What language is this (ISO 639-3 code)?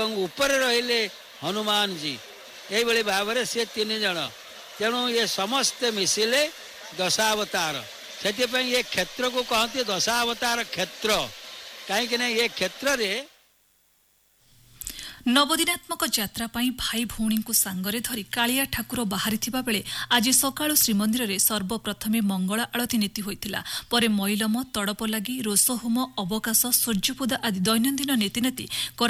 ori